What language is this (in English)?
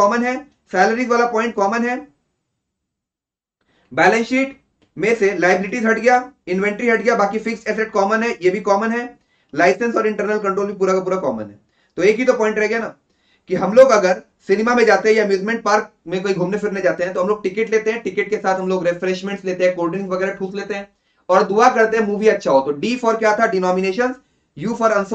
Hindi